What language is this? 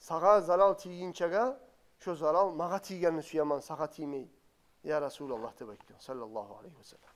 Kumyk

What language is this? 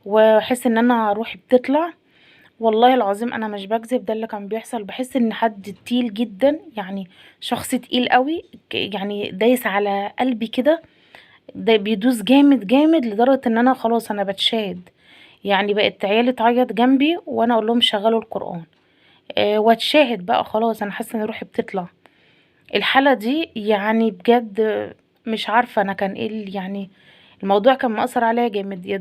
Egyptian Arabic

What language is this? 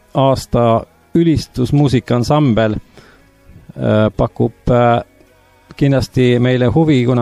Estonian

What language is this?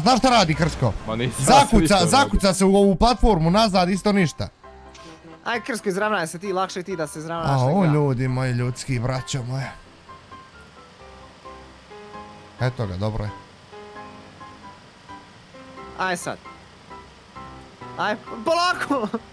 Bosnian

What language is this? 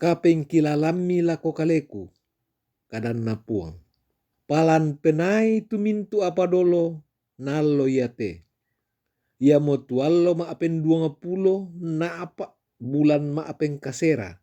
Toraja-Sa'dan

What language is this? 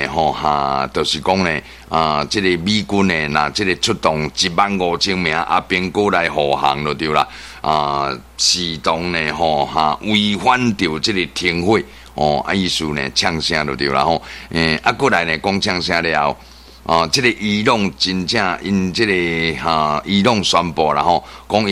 Min Nan Chinese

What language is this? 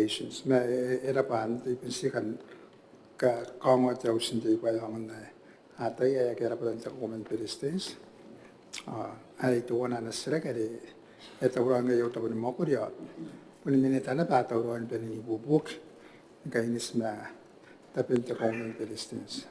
Gilbertese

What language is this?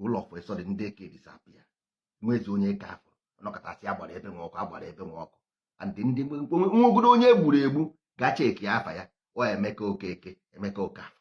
Igbo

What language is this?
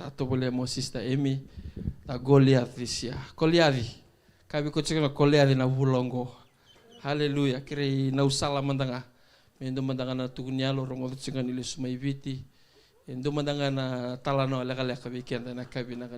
Fijian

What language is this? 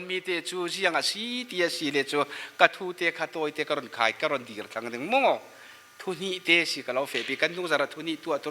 Falam Chin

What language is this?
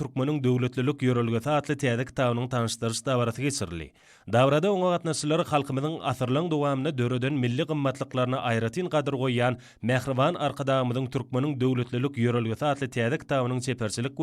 Turkmen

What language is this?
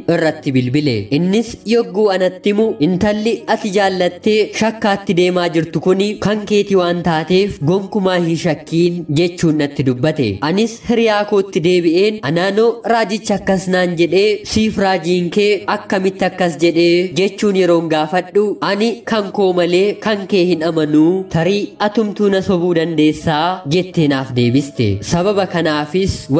Oromo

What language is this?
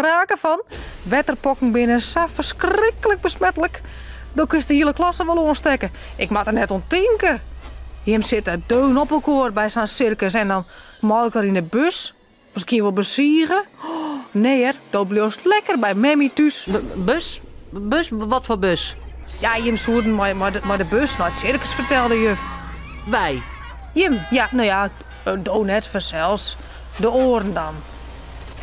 Western Frisian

